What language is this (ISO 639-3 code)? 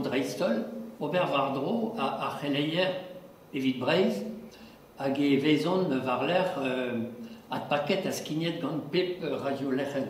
bre